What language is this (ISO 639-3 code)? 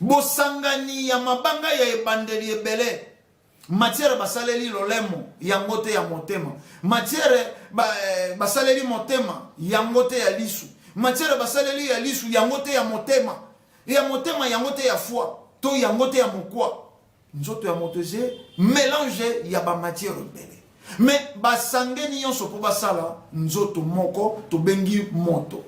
lin